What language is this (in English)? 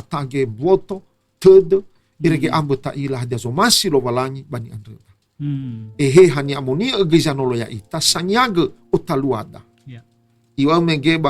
Nias